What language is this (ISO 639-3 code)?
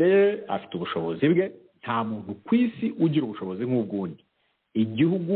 kin